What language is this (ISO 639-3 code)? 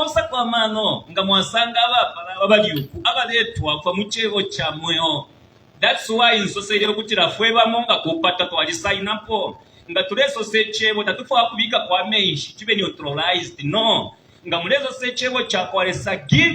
bem